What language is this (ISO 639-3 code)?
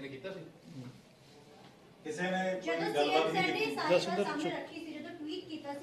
pan